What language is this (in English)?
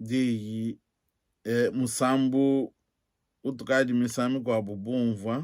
Luba-Lulua